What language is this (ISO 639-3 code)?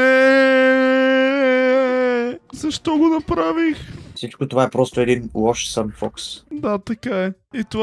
bul